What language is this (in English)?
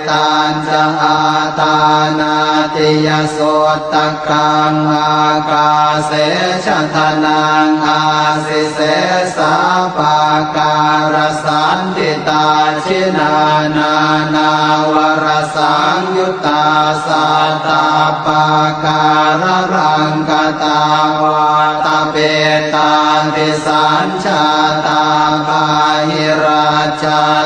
Pali